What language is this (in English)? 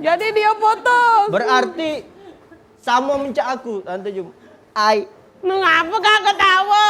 Musi